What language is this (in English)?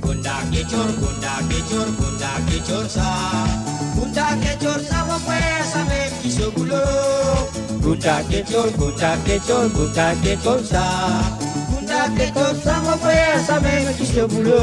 Morisyen